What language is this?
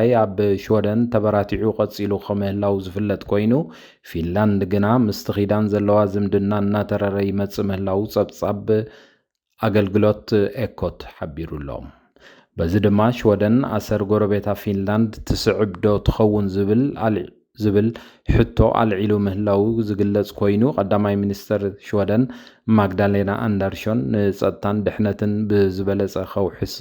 Tigrinya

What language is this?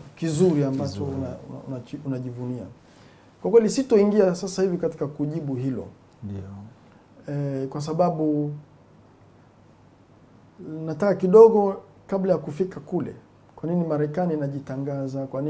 Swahili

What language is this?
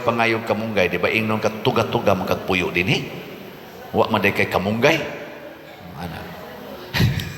Cebuano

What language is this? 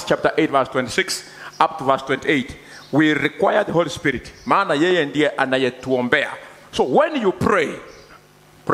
Swahili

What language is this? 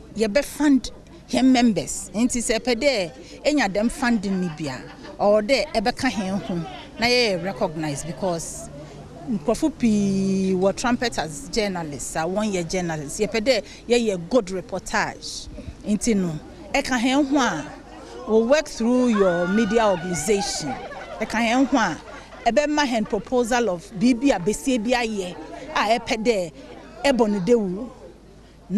Akan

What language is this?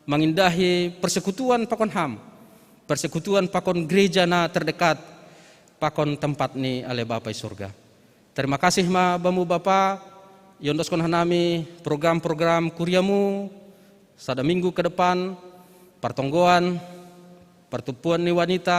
Batak Simalungun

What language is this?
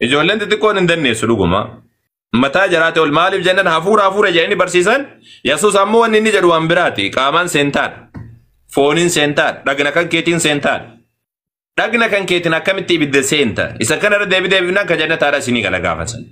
Oromo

